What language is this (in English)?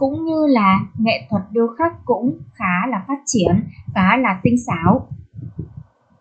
Vietnamese